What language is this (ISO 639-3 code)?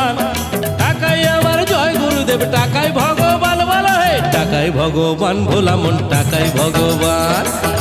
ben